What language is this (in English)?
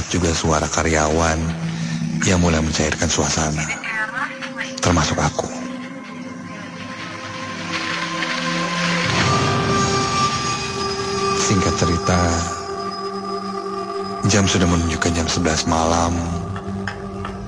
Indonesian